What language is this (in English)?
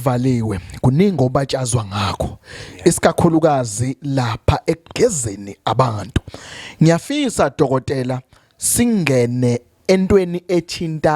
Zulu